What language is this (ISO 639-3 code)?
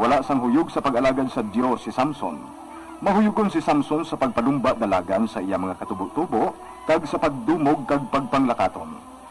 hil